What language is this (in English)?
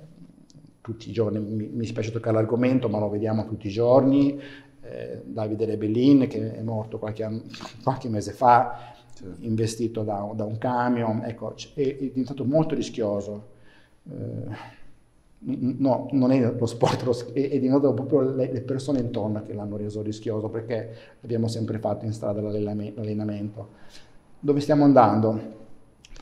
Italian